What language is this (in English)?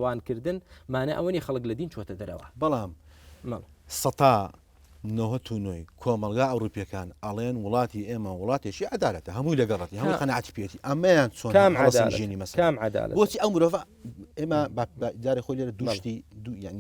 Central Kurdish